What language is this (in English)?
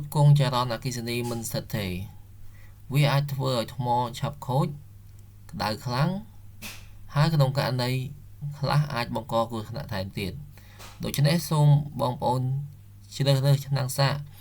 Khmer